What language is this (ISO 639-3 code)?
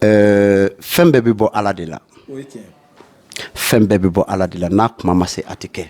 bam